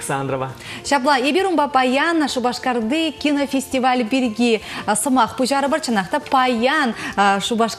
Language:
Chuvash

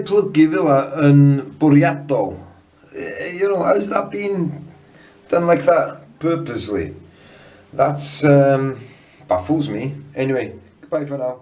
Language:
Welsh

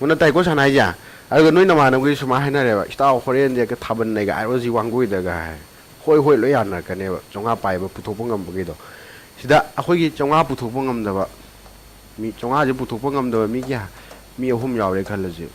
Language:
Manipuri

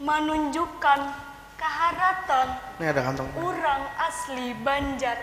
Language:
Banjar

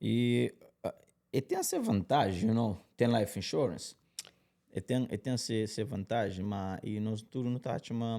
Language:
Kabuverdianu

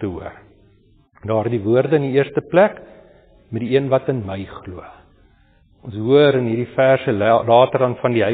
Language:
Afrikaans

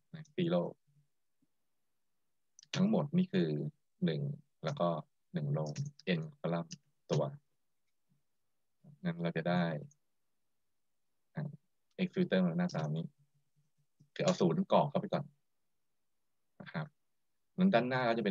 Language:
Thai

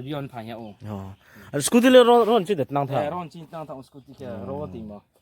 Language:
Riang (India)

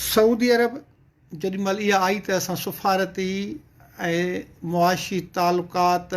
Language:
Sindhi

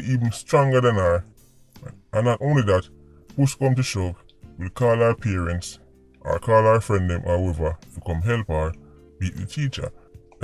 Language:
Jamaican Creole English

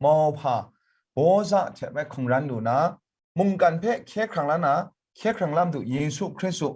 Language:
Kachin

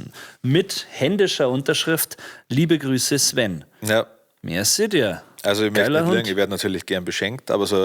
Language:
Bavarian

